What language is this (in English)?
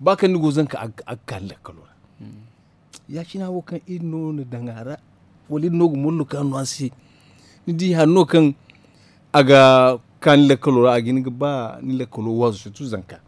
Hausa